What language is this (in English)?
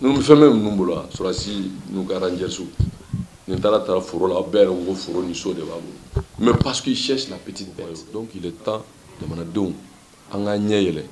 Bambara